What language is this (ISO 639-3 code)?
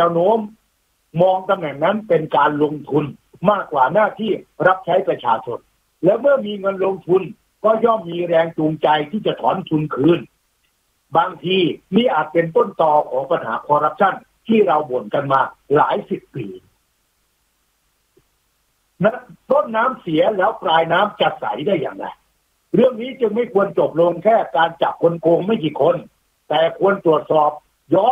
tha